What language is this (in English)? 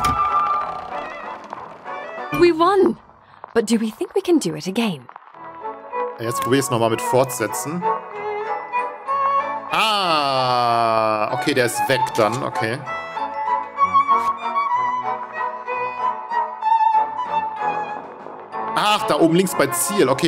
German